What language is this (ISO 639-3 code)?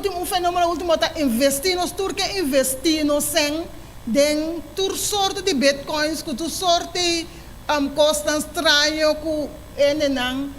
pap